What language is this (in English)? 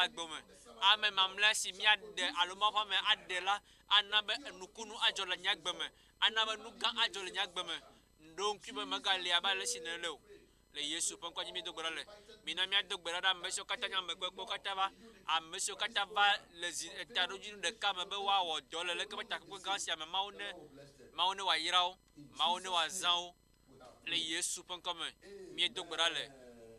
Ewe